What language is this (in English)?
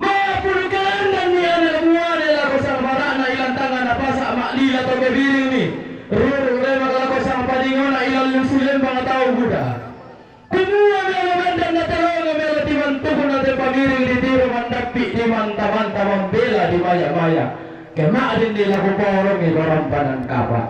Toraja-Sa'dan